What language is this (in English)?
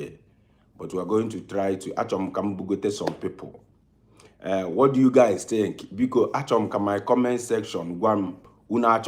Igbo